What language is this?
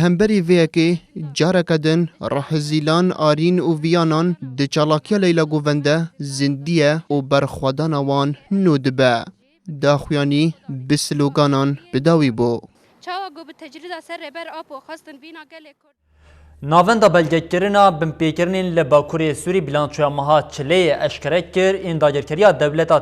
Kurdish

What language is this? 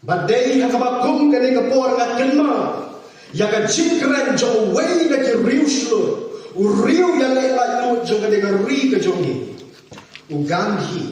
Khasi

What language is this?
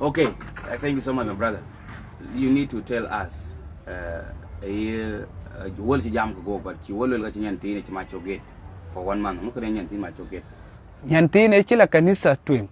Nuer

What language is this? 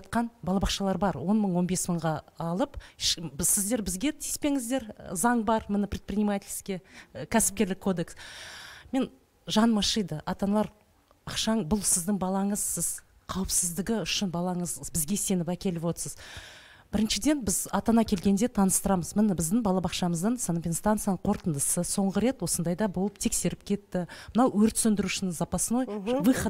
Kazakh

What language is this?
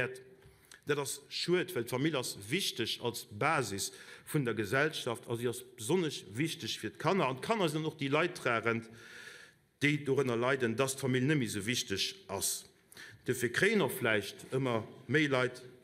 Luxembourgish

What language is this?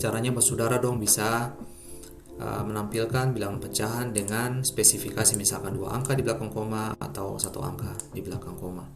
Ambonese Malay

